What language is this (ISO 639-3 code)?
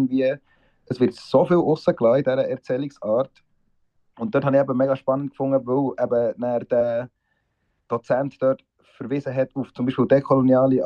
deu